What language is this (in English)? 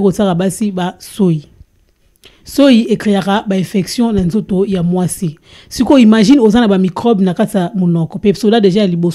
Lingala